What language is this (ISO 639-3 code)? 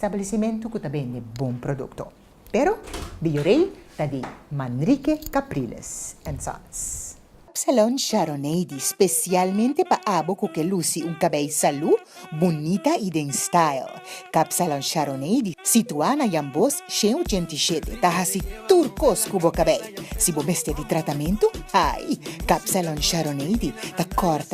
pap